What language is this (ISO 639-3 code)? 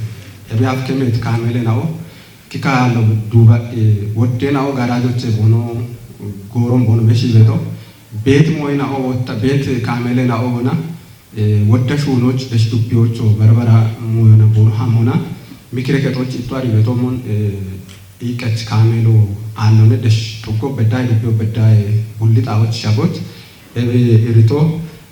kbr